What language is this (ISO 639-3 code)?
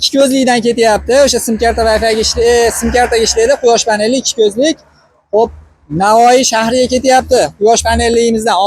uzb